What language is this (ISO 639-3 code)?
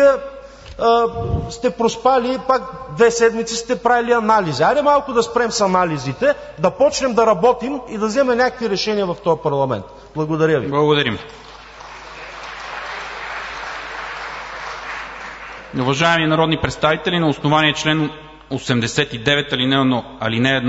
bul